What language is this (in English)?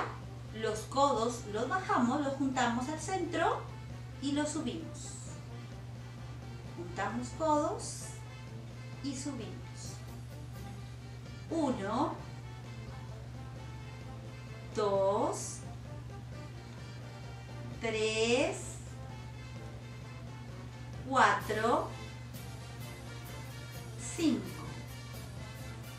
Spanish